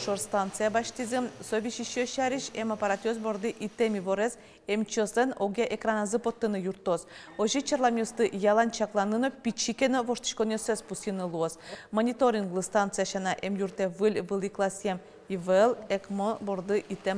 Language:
Udmurt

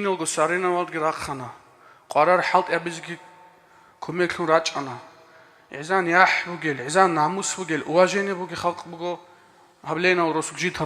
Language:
Avaric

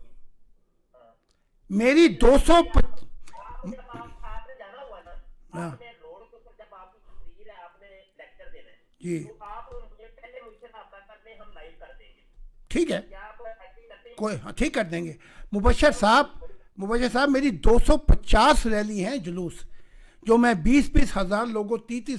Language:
Urdu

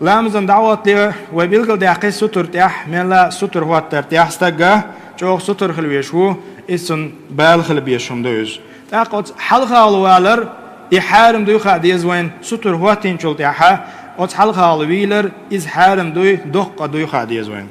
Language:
Chechen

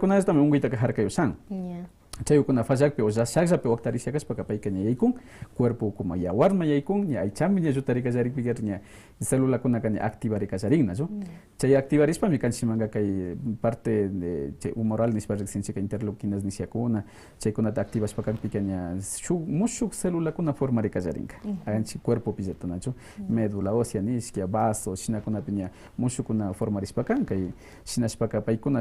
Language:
Quechua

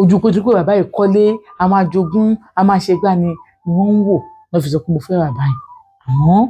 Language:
Yoruba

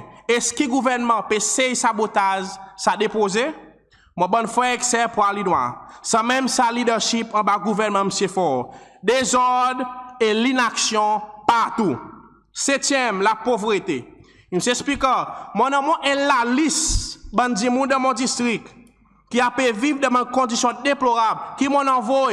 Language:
Seselwa Creole French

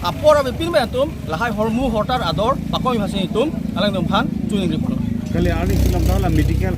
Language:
Karbi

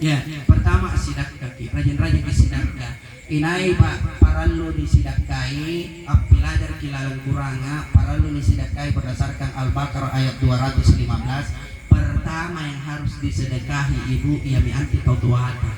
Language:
Makasar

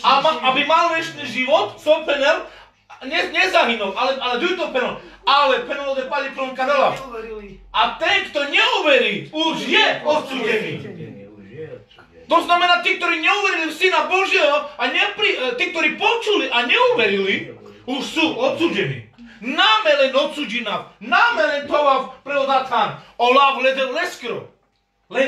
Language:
Slovak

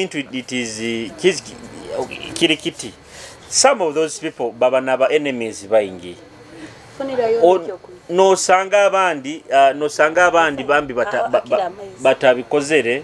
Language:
Nyoro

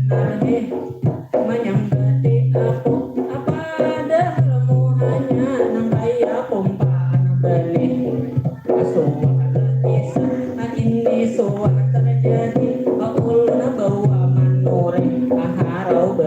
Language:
Banjar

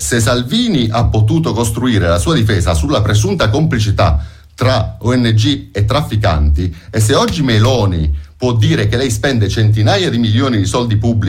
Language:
Italian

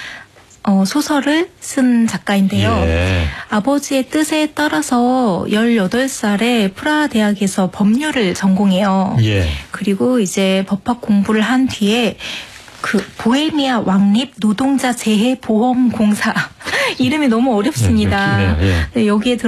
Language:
Korean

